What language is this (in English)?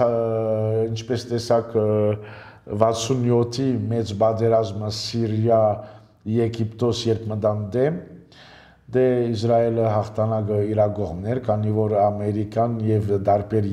Armenian